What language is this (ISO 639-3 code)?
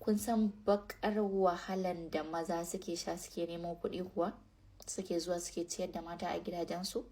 hau